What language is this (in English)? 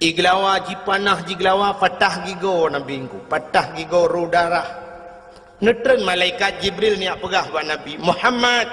Achinese